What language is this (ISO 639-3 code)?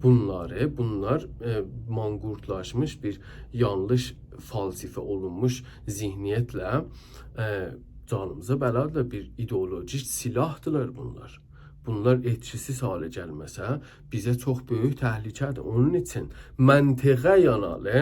azb